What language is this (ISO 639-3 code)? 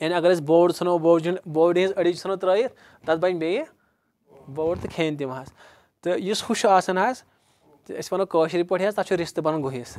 kas